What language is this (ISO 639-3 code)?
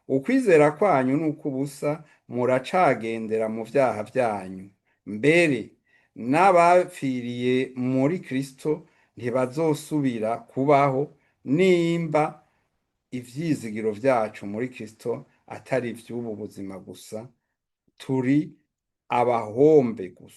run